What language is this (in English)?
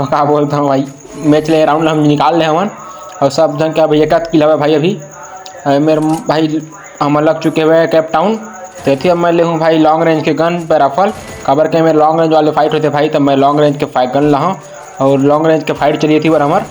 Chhattisgarhi